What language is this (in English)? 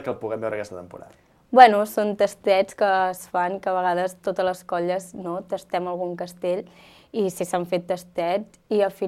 Catalan